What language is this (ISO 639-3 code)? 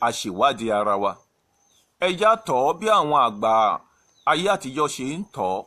yor